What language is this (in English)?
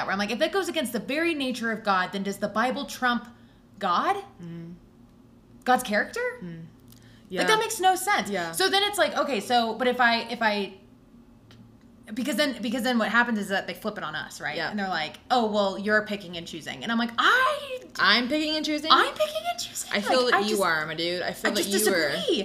English